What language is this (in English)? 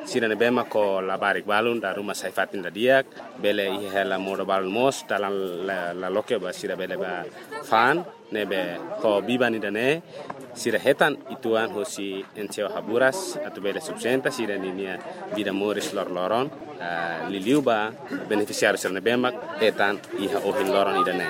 Tetum